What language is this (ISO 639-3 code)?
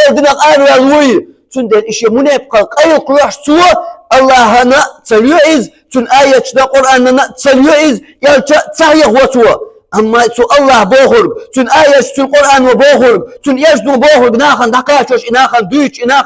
che